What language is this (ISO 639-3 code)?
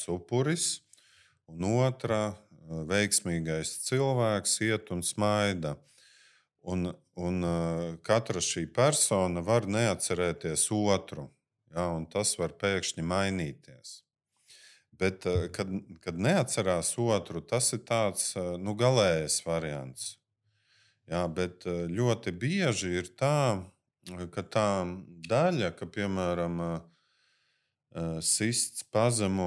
lav